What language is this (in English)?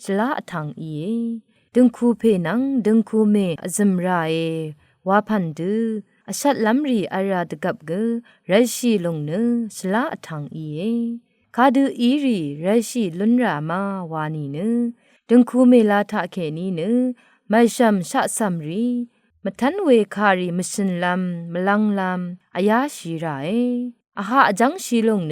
Rawang